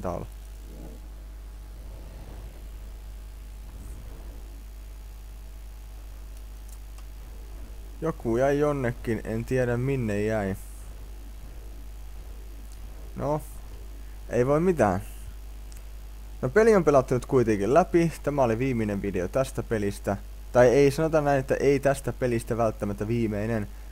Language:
Finnish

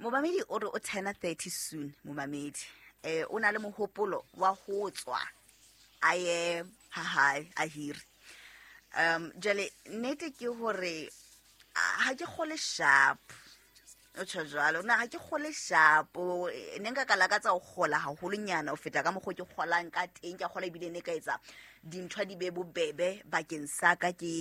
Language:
Southern Sotho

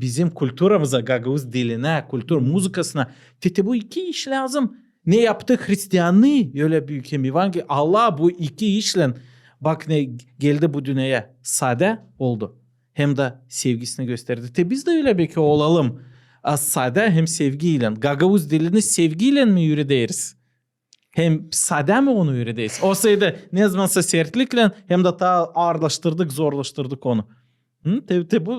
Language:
Gagauz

